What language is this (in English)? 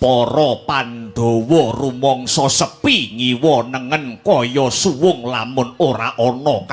Javanese